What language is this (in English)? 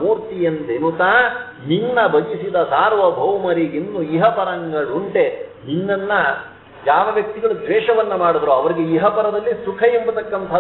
Kannada